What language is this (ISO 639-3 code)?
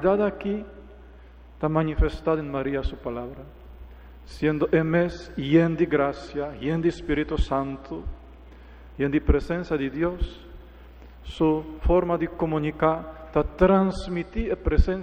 pap